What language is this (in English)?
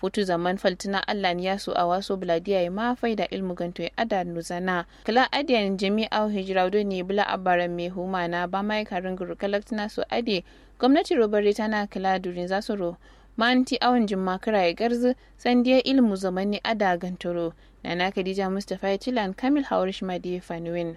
Kanuri